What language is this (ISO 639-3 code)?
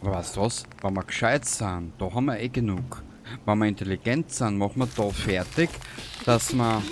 bar